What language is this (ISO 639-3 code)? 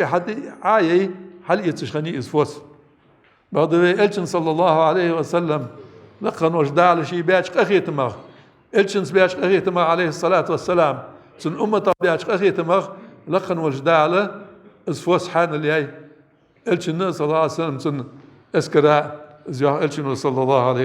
inh